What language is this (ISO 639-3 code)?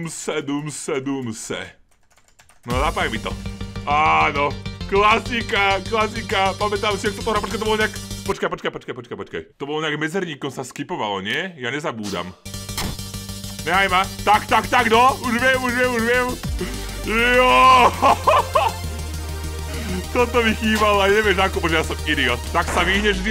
slk